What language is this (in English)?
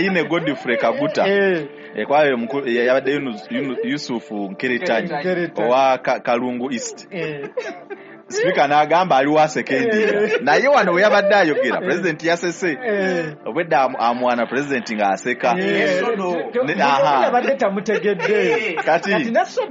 Ganda